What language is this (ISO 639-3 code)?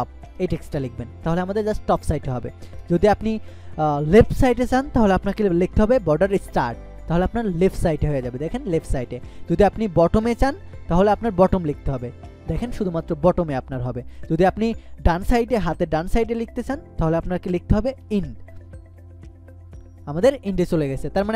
ben